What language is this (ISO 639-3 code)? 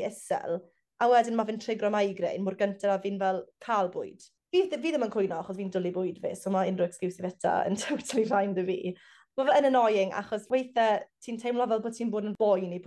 cym